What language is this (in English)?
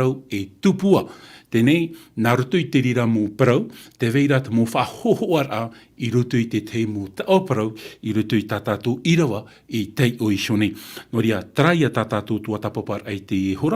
Tahitian